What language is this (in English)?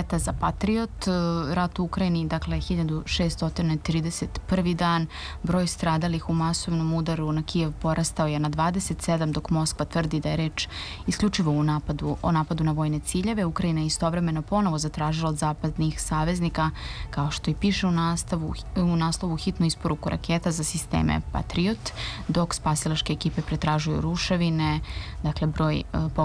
Serbian